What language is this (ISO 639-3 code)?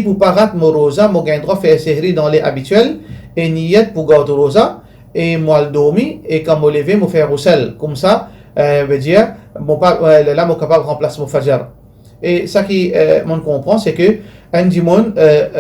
mfe